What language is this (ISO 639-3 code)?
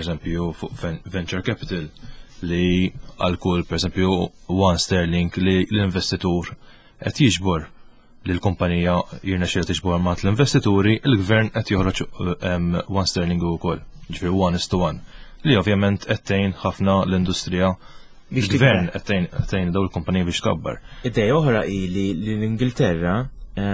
mlt